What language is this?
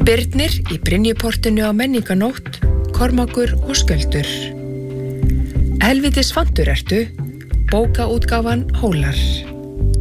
Icelandic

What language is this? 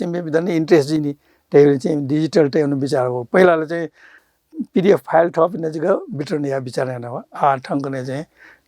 Newari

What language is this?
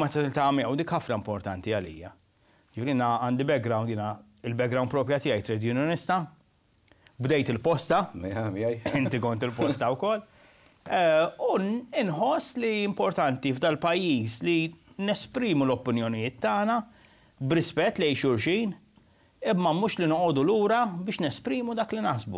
Maltese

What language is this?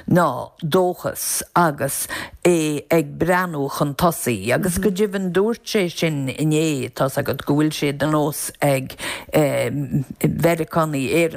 Irish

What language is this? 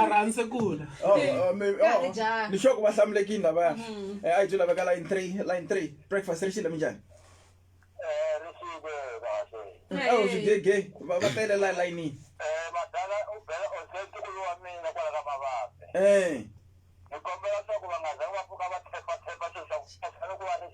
Tsonga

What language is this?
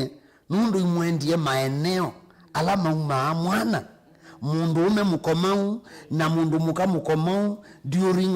Kamba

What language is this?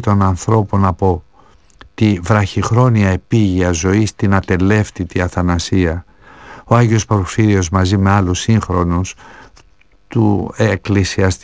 Greek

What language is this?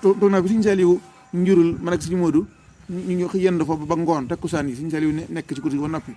Wolof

